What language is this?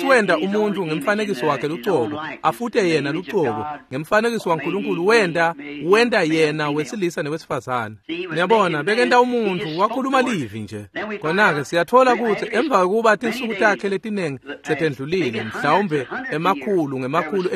Swati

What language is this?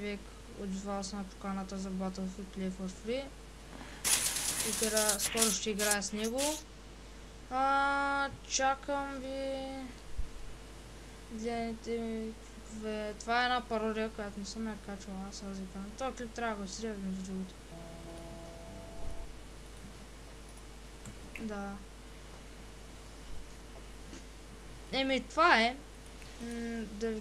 Bulgarian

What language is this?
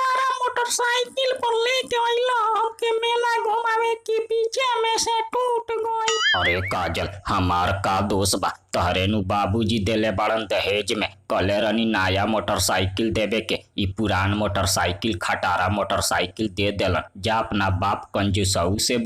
Bhojpuri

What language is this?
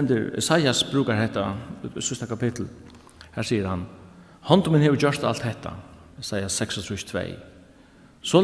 Faroese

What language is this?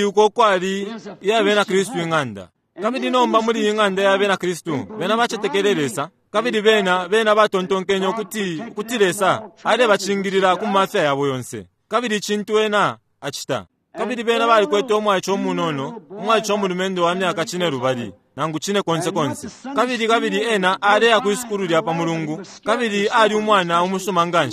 Bemba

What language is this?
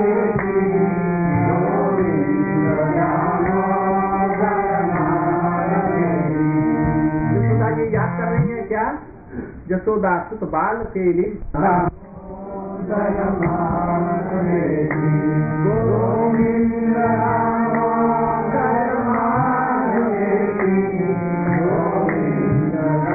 English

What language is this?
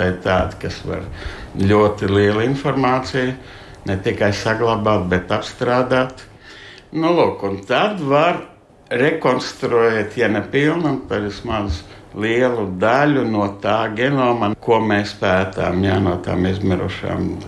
Latvian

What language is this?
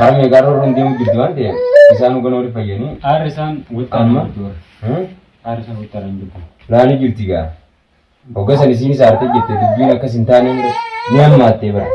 Oromo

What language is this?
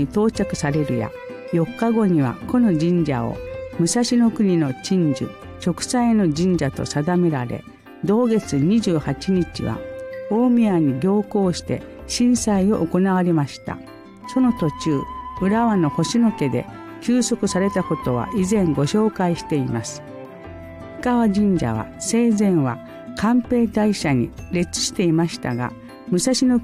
Japanese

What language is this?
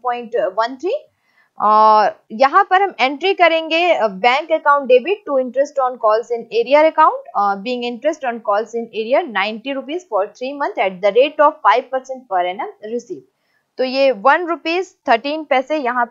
Hindi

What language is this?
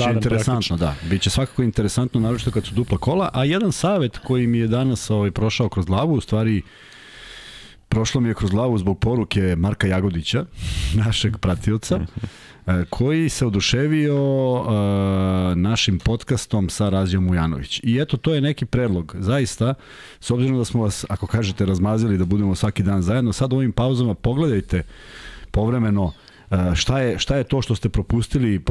Serbian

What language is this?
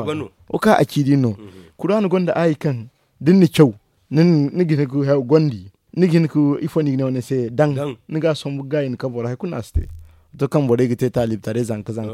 Zarma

